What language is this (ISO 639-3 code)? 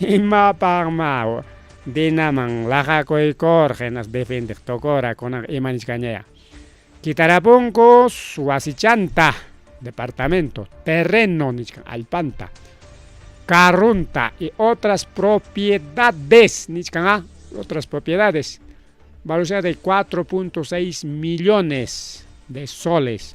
quy